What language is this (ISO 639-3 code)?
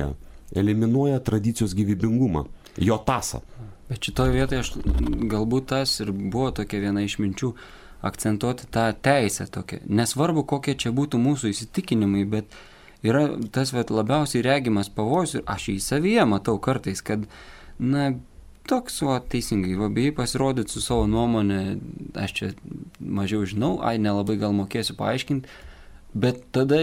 lit